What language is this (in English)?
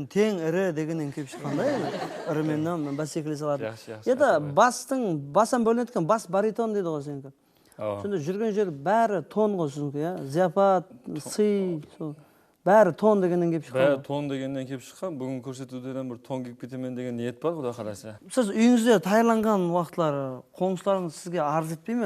Kara-Kalpak